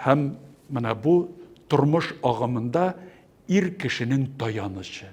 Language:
Tatar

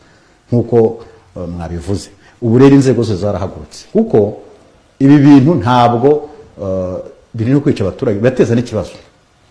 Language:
Kinyarwanda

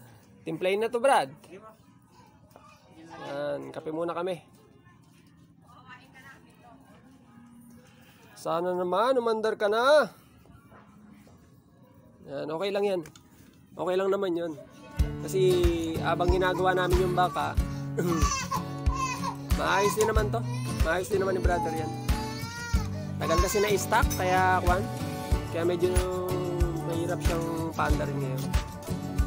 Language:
Filipino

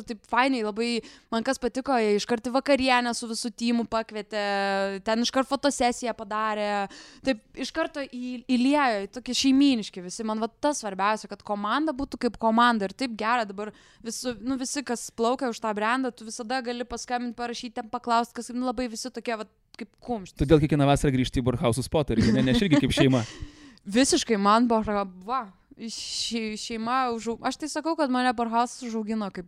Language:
Lithuanian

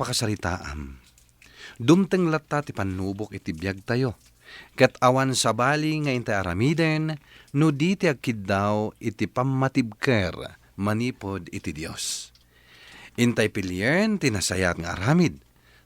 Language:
Iloko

